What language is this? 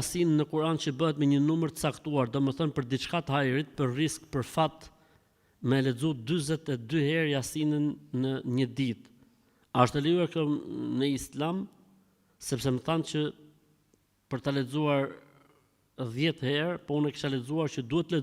Albanian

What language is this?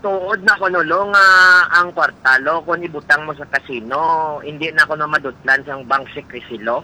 Hiligaynon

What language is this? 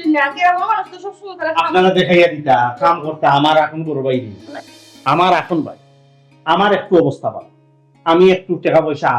Sylheti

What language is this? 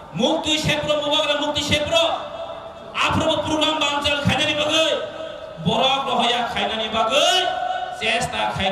Kok Borok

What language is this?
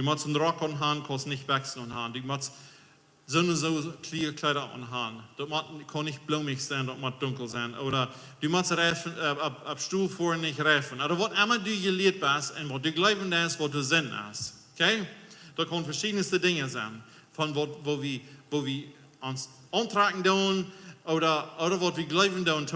Plautdietsch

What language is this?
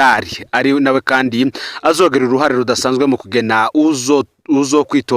Rundi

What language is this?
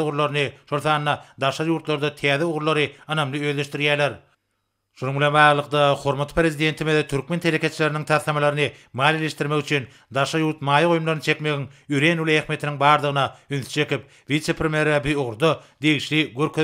Turkmen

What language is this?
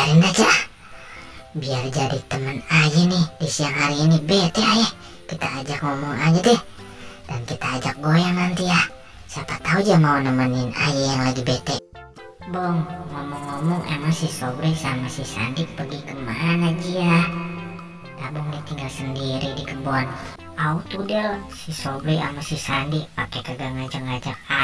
Betawi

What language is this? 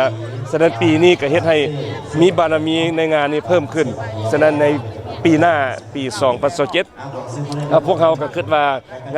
Lao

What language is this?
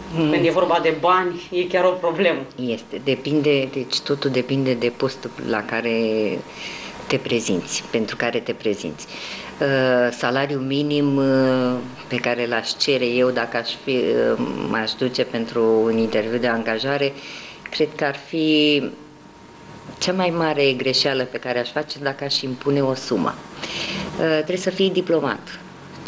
Romanian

